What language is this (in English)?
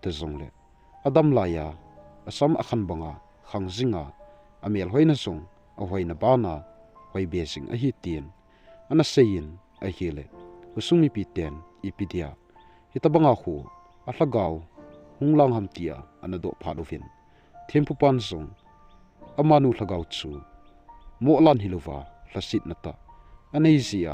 Thado Chin